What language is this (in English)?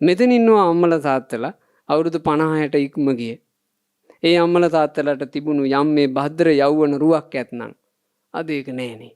Sinhala